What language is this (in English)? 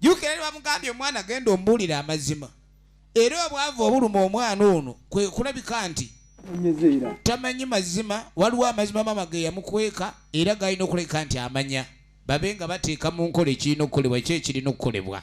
Ganda